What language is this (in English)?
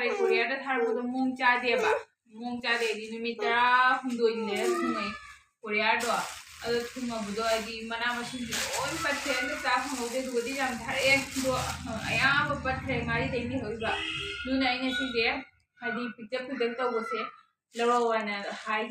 Manipuri